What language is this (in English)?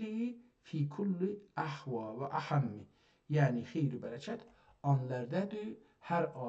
South Azerbaijani